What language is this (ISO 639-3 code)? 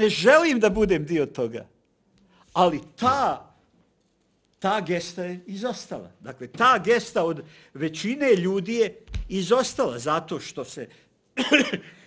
bos